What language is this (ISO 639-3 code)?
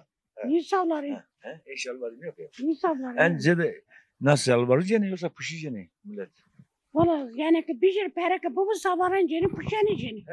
zza